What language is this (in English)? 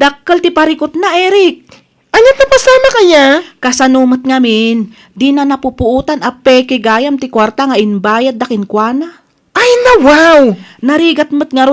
Iloko